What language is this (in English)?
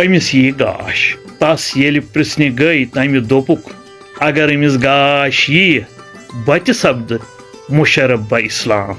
Kashmiri